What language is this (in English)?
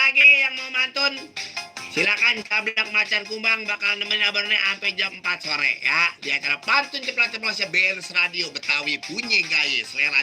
Betawi